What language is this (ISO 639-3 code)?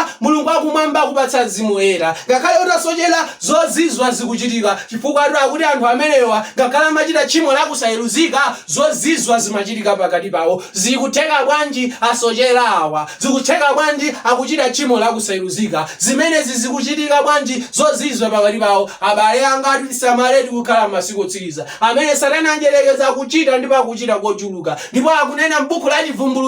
nya